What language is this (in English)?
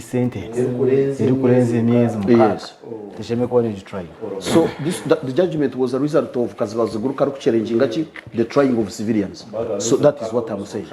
Nyankole